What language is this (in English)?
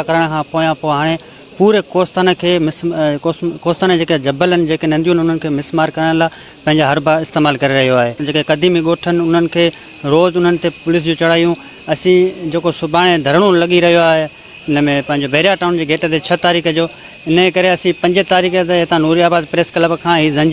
Sindhi